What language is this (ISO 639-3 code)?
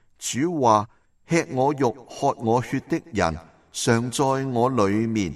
yue